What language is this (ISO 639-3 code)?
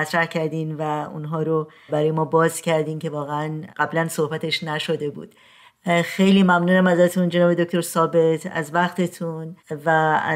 fas